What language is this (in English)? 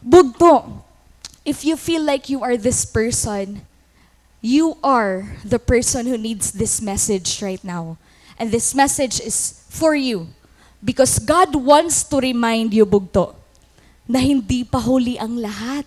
Waray